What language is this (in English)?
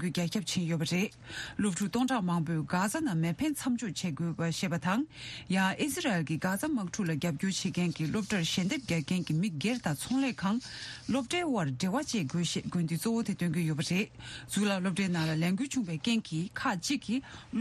Tibetan